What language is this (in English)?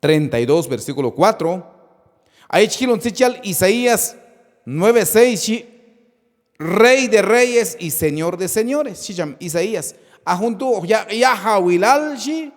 Q'anjob'al